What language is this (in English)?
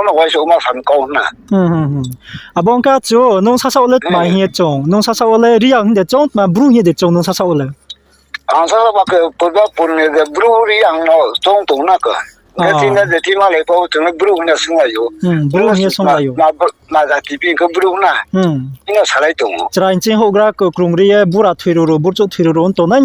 Riang (India)